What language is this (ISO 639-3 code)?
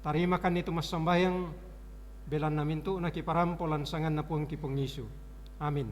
sda